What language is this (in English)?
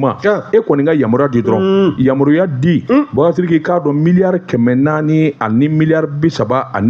Bambara